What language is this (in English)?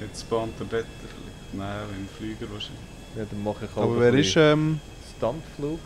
Swiss German